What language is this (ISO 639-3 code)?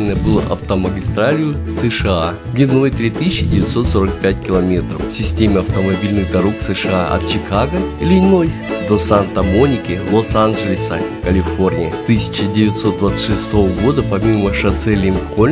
rus